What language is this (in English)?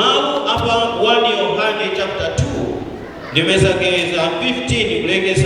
Nyanja